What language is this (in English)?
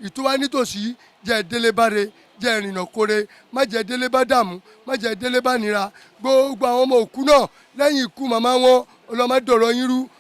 Yoruba